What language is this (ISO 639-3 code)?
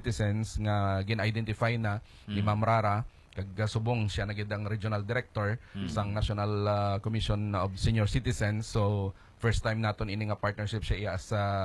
hil